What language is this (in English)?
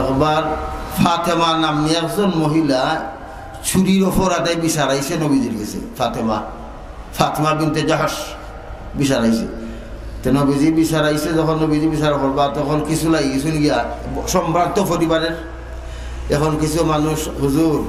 Sylheti